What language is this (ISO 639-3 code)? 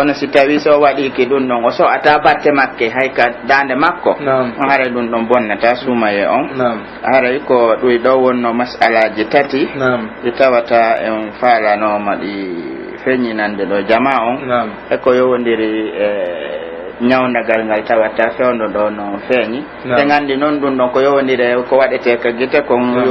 fuf